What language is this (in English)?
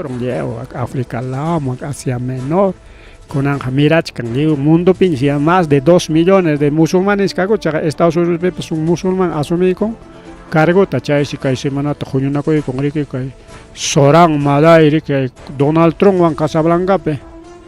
Ayacucho Quechua